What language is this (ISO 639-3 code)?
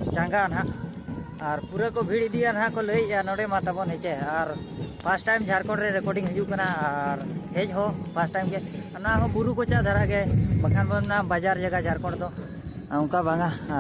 sat